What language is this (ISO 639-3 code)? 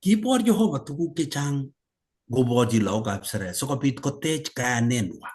kln